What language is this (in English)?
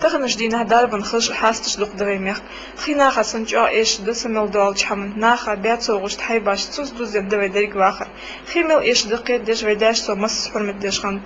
Ingush